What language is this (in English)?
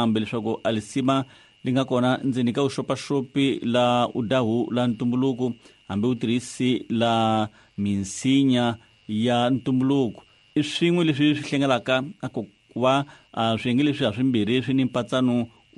Tsonga